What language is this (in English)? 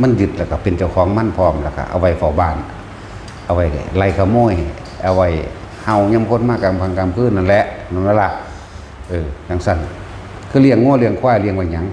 Northeastern Thai